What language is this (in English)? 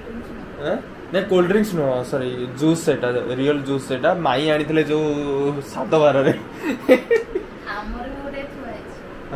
Odia